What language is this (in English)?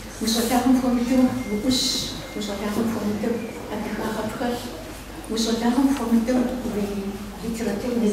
Kabardian